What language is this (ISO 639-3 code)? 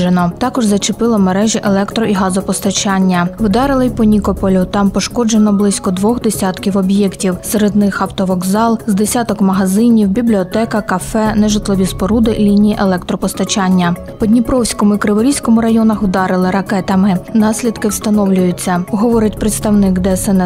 ukr